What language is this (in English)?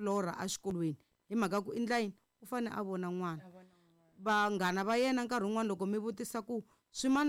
Tsonga